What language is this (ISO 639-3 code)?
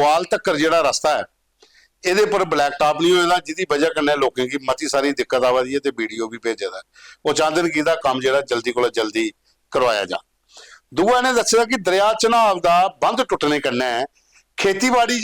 doi